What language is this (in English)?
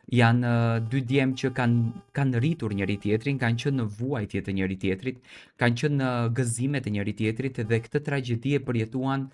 Albanian